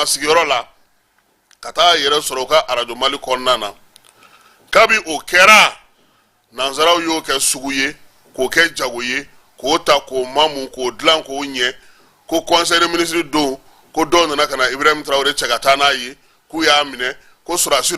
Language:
Bambara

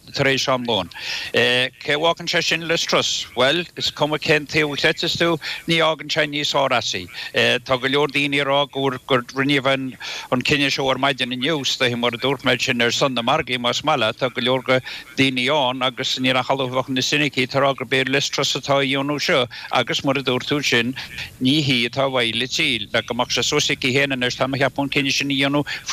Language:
Irish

